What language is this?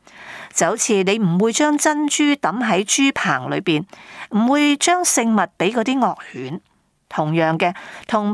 Cantonese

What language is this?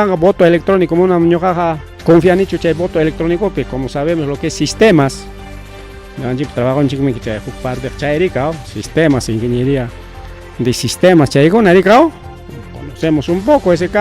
Ayacucho Quechua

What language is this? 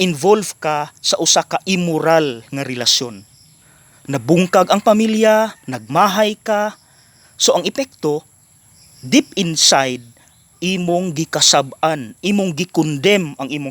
Cebuano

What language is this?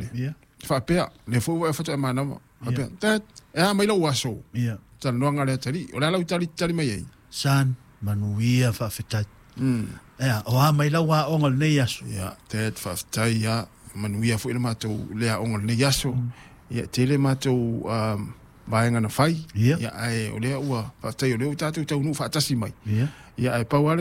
Samoan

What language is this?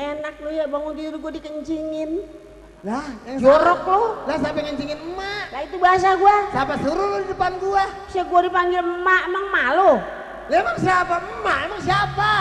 Betawi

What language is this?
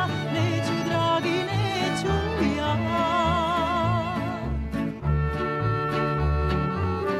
Serbian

